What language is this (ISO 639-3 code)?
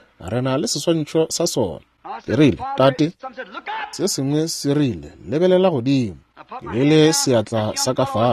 nso